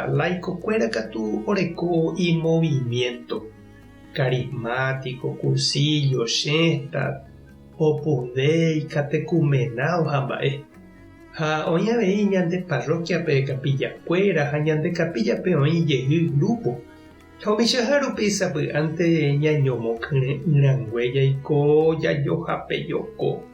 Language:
Guarani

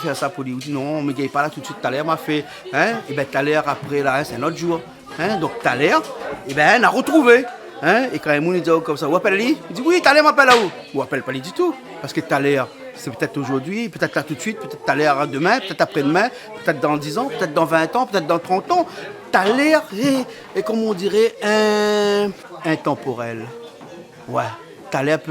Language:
Réunion Creole French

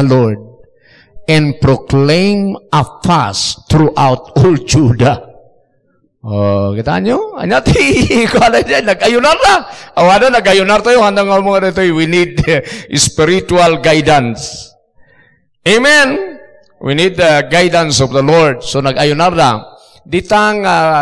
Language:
Iloko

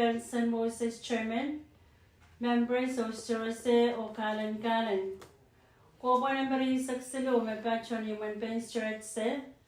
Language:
Pohnpeian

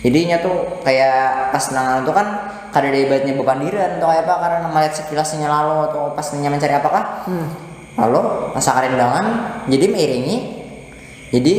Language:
Banjar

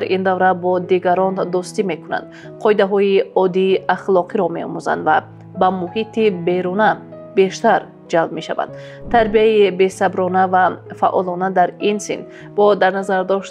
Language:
Tajik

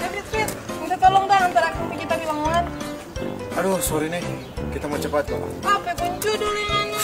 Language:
Manado Malay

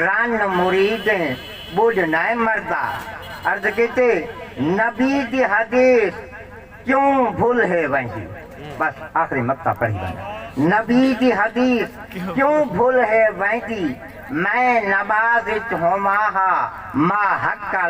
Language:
Saraiki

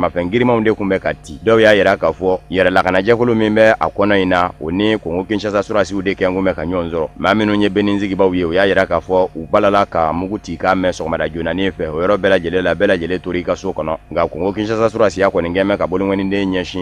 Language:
Bambara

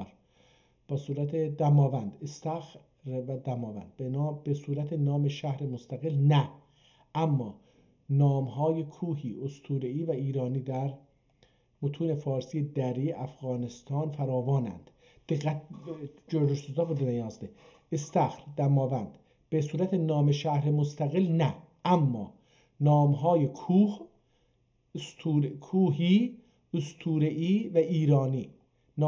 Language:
South Azerbaijani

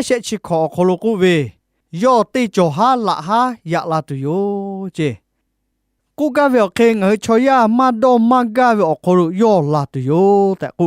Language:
Lahu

